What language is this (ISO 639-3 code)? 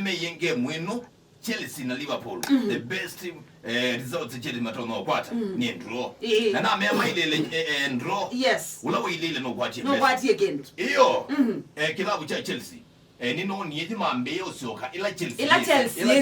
kam